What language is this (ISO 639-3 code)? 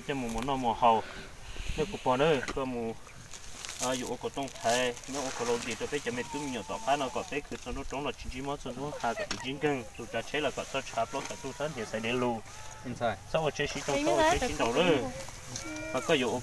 hmn